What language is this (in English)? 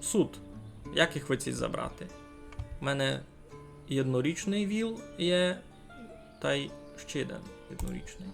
Rusyn